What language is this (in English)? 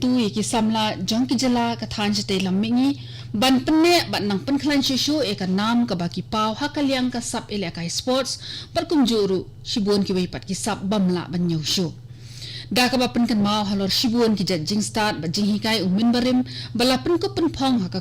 Khasi